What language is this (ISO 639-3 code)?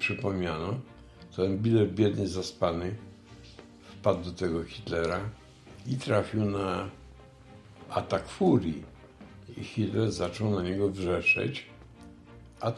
pol